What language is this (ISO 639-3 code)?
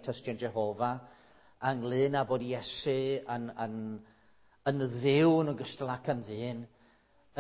cym